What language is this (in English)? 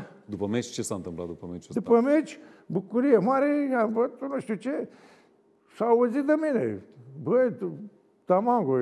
Romanian